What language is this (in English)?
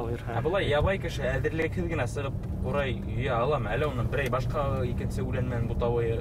Bashkir